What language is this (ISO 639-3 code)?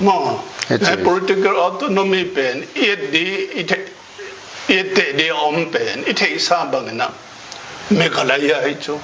ctd